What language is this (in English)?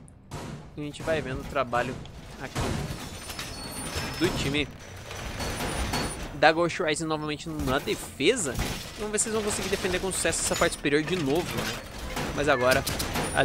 Portuguese